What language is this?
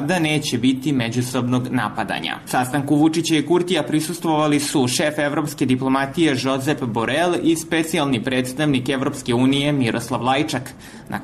Serbian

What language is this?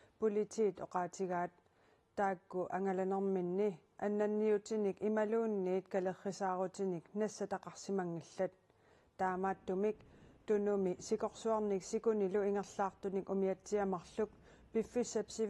Kalaallisut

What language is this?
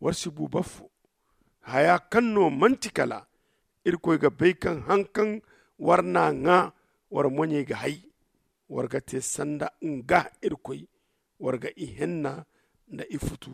Zarma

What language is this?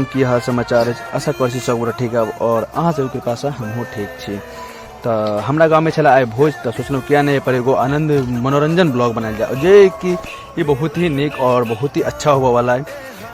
Maithili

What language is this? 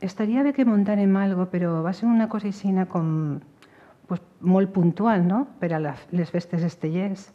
Catalan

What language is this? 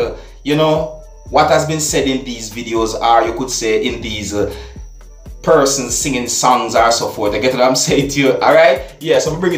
Jamaican Creole English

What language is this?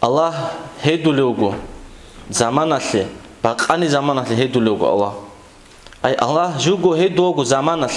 Avaric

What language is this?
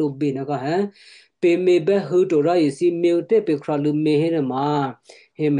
Western Kayah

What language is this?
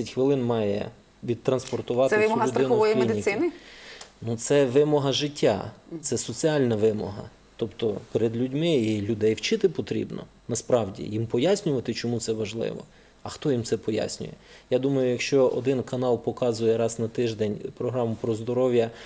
Ukrainian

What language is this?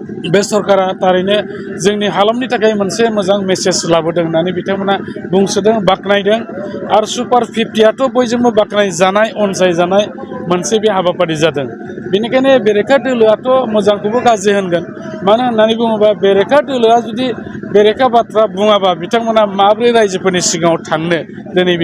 Bodo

